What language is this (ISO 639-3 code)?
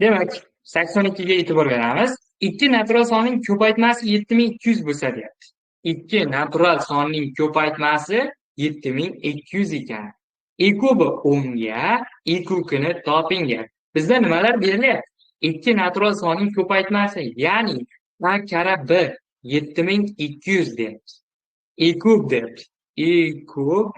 uzb